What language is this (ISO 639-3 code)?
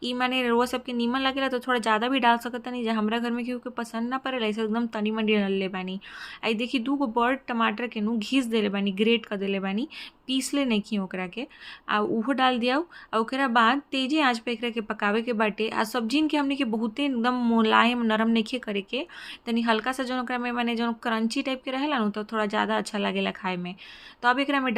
bho